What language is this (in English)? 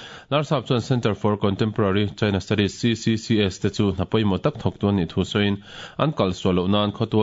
Mizo